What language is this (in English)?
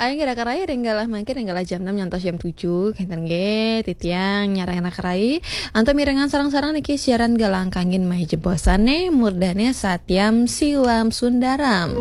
Balinese